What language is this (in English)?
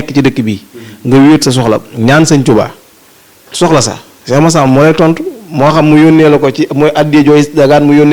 Wolof